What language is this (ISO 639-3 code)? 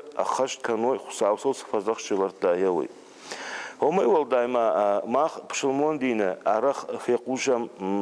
oss